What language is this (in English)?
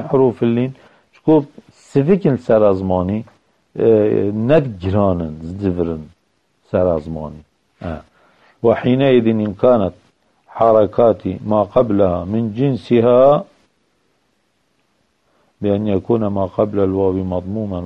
Arabic